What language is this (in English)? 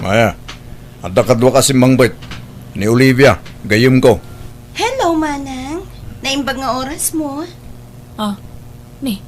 Iloko